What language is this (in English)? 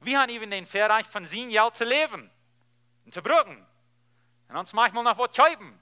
Plautdietsch